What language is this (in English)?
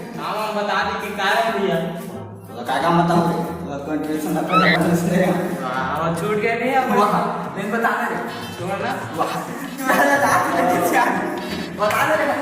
Chhattisgarhi